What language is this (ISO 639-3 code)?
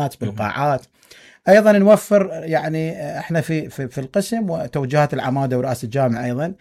acm